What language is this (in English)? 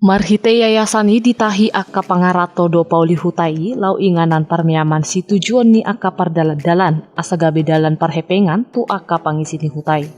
Batak Toba